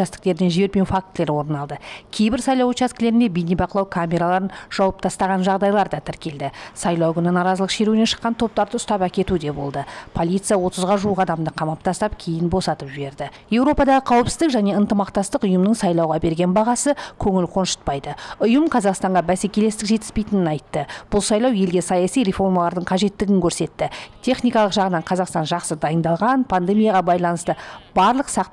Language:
Kazakh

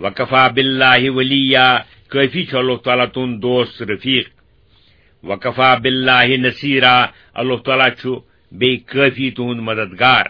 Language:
Kashmiri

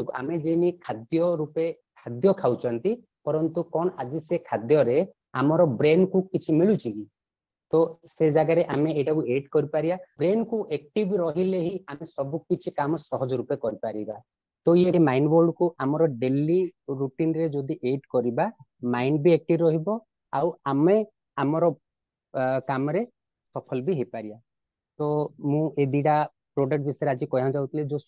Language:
Odia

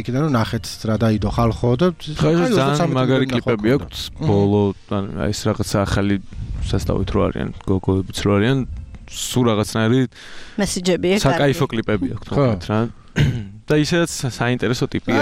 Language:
Georgian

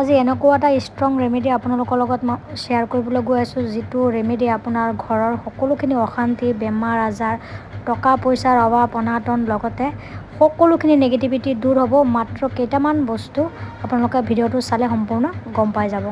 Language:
Assamese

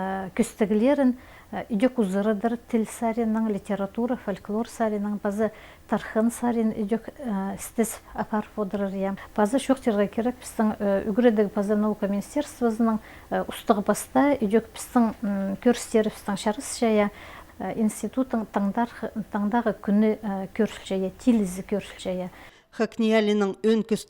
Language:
Khakas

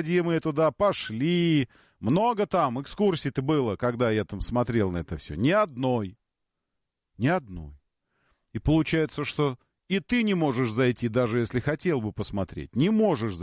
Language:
Russian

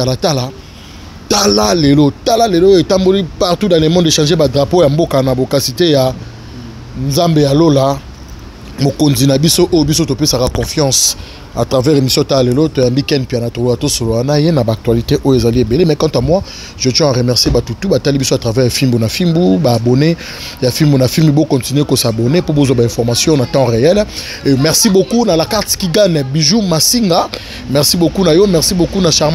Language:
Lingala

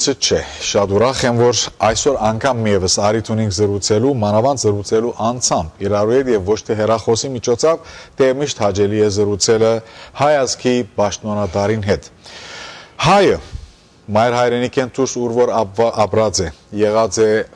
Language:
Western Armenian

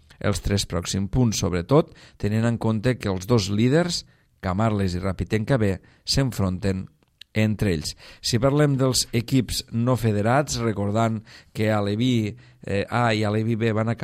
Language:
Catalan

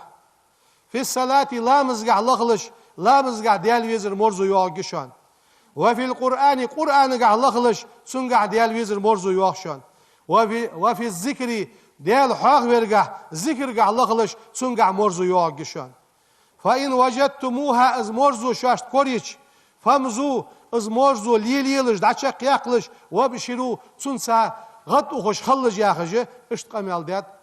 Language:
Ingush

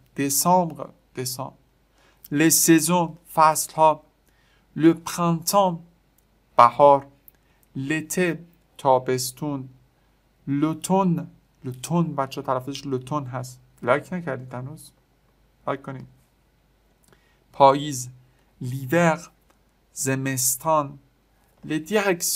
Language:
Persian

